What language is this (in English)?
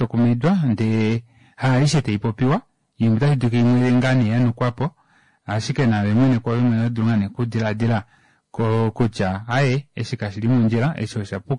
Kuanyama